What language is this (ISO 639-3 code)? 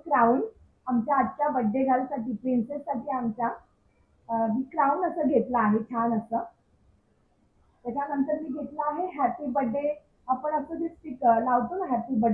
mar